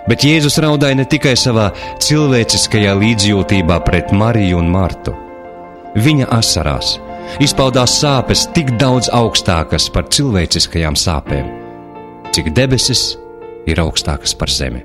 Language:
Latvian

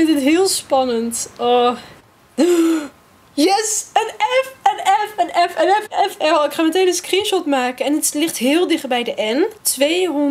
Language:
Dutch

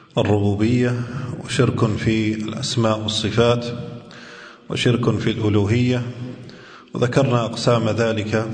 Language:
Arabic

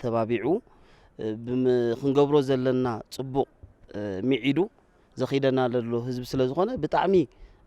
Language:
Tigrinya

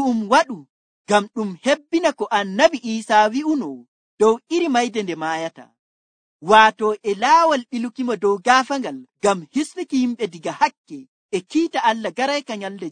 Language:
Nigerian Fulfulde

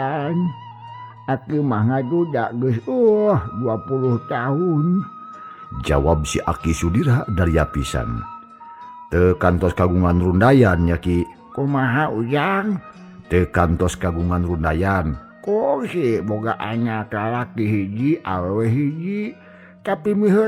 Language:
Sundanese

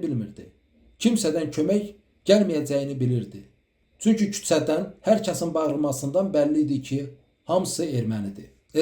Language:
Azerbaijani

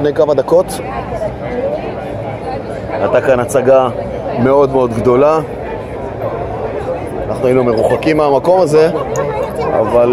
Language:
Hebrew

